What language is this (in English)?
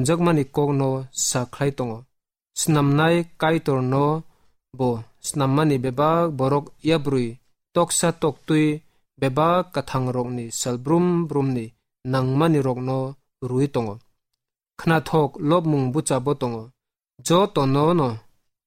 Kok Borok